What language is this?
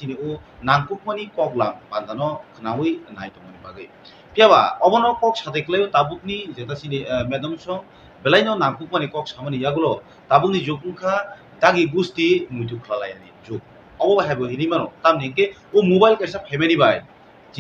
Kok Borok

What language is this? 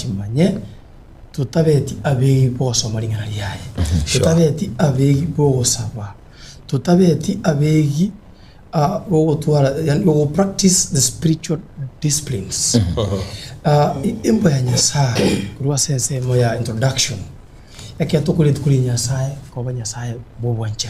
Gusii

